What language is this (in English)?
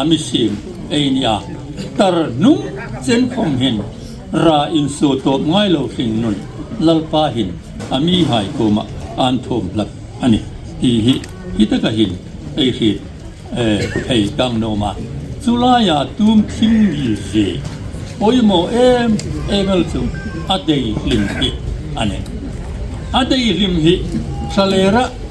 Hmar